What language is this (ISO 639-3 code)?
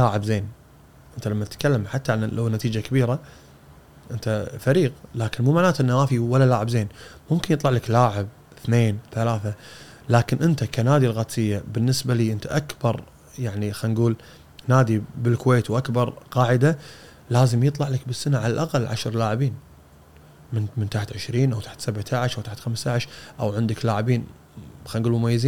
afb